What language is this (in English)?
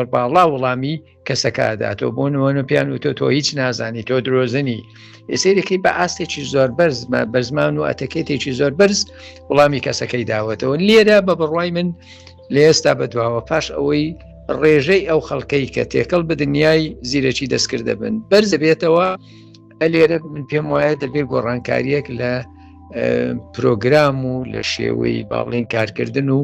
Central Kurdish